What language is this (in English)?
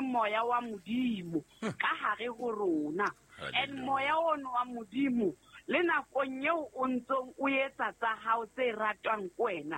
Southern Sotho